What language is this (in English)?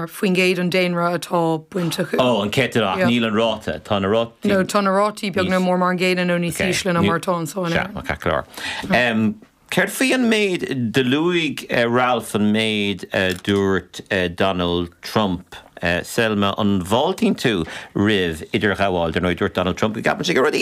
Irish